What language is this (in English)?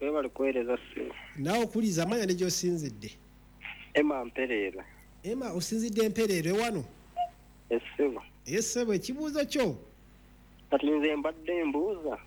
Ganda